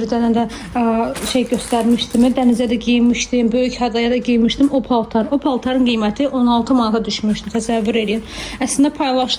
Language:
Azerbaijani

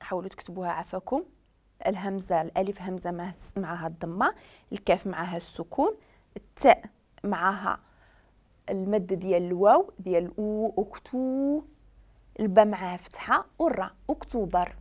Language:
Moroccan Arabic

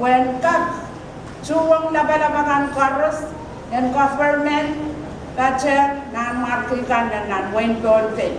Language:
Pohnpeian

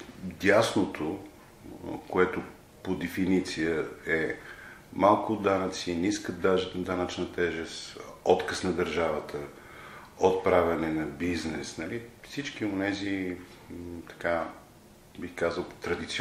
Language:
Bulgarian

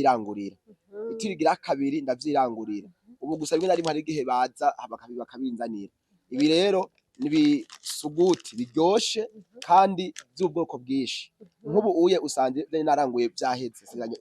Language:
Rundi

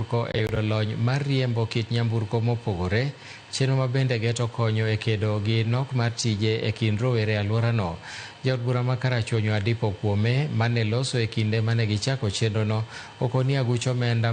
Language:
Luo (Kenya and Tanzania)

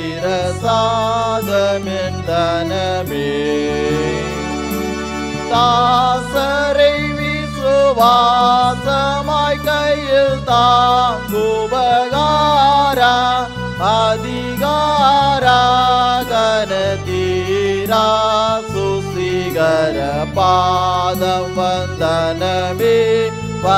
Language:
Tamil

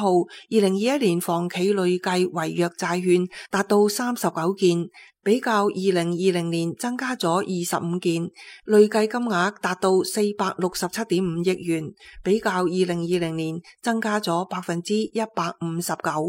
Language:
Cantonese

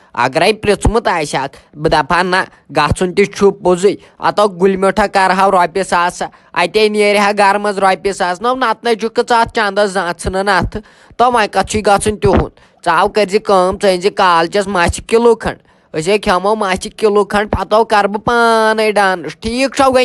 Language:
Kashmiri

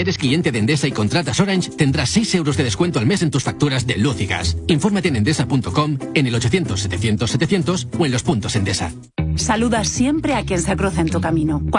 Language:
Spanish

